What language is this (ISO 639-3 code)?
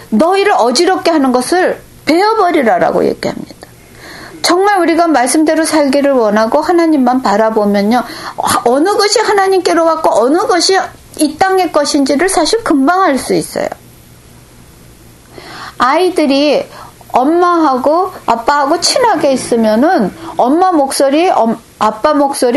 kor